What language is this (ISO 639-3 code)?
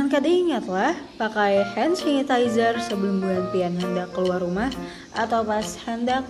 bjn